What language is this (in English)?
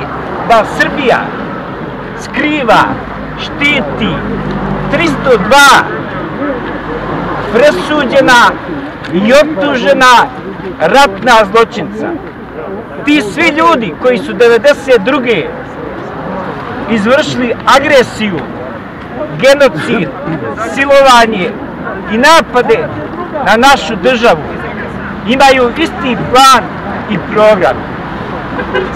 Croatian